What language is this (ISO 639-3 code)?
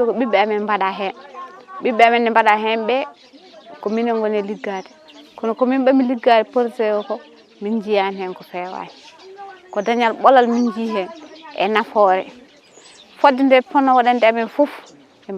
ful